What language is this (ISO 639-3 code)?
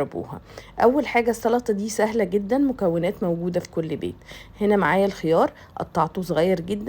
arz